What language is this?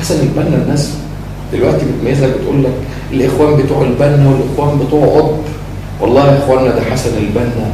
Egyptian Arabic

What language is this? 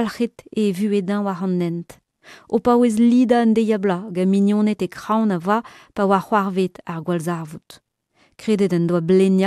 Breton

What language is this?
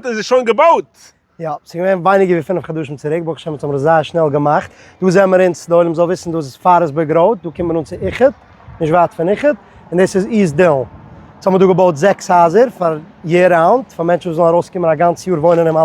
Yiddish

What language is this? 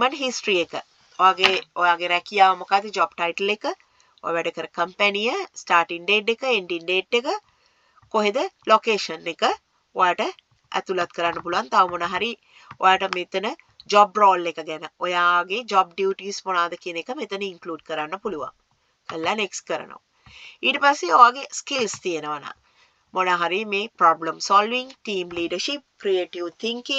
Sinhala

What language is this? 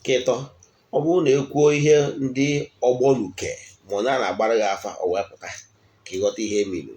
Igbo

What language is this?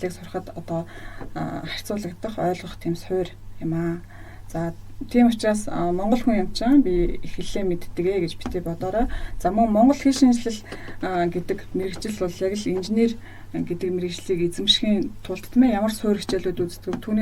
Mongolian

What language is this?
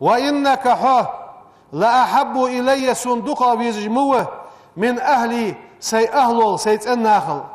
Ingush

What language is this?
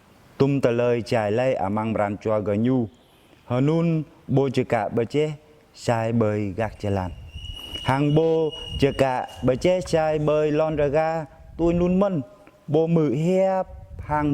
Jarai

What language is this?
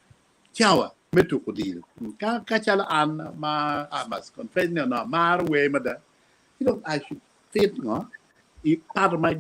Acoli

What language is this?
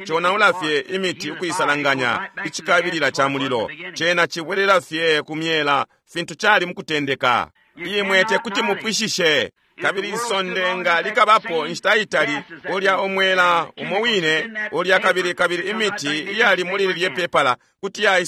Bemba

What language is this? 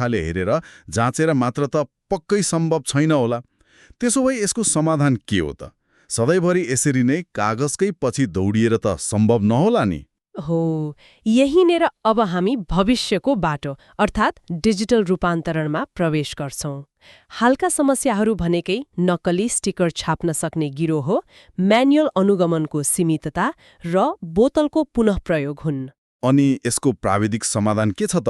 Nepali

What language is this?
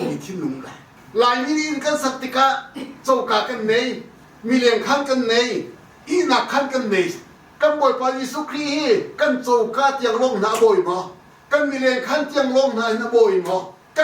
Hakha Chin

